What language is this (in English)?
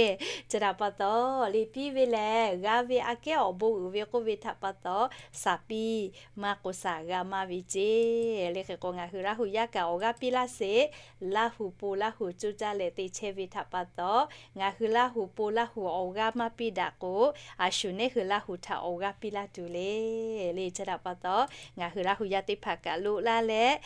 Lahu